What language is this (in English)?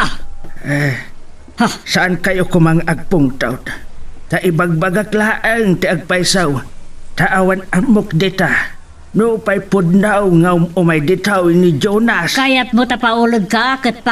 Iloko